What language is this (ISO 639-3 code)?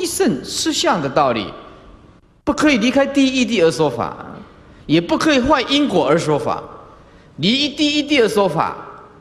zho